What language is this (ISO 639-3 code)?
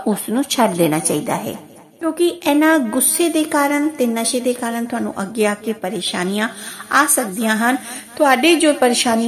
pan